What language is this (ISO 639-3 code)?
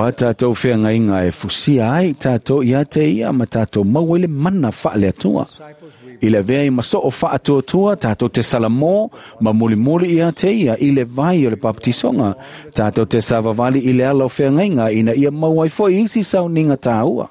smo